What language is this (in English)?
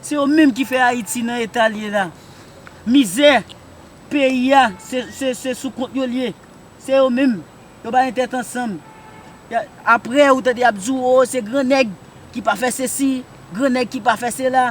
Haitian Creole